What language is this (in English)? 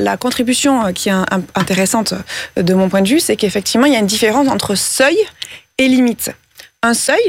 French